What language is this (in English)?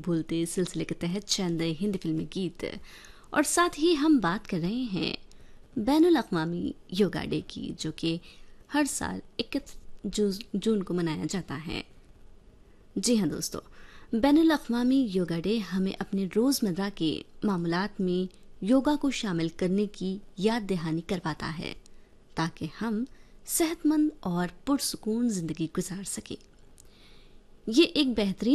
Urdu